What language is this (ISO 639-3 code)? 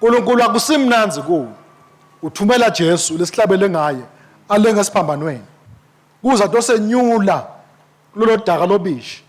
ssw